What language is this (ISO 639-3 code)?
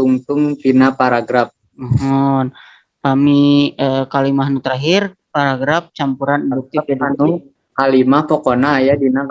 sun